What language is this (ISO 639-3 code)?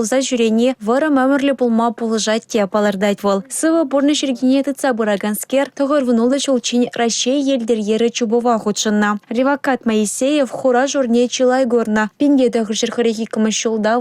chv